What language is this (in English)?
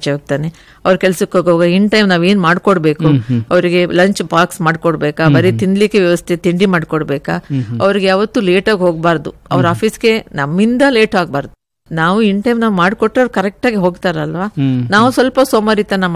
Kannada